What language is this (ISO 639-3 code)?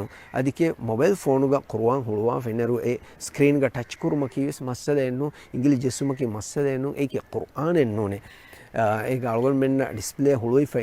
div